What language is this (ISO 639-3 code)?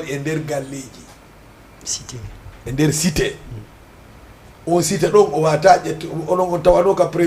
ful